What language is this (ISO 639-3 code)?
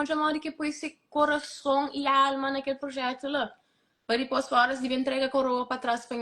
kea